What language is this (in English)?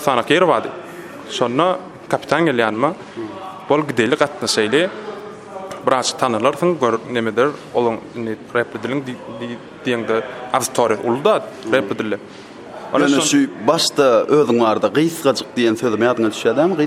Turkmen